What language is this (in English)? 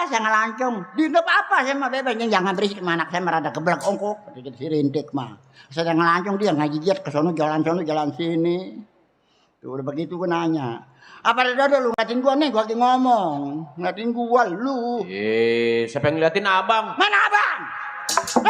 Betawi